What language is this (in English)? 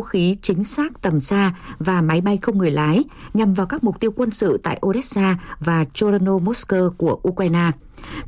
Vietnamese